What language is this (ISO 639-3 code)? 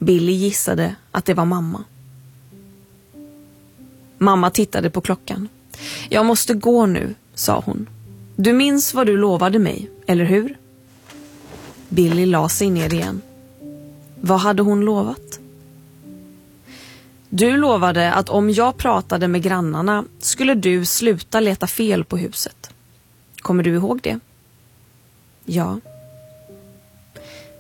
swe